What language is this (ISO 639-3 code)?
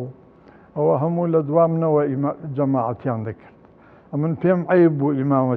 ckb